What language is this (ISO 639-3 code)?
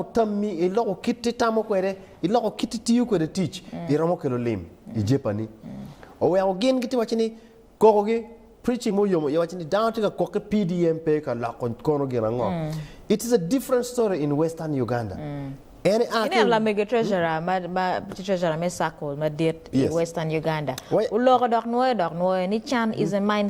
ach